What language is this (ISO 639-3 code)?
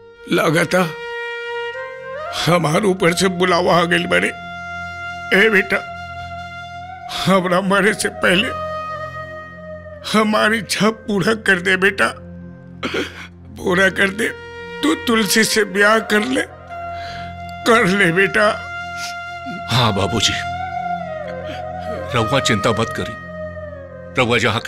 bho